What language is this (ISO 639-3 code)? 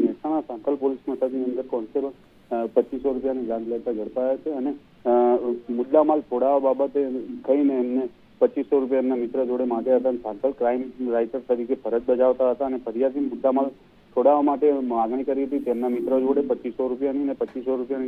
guj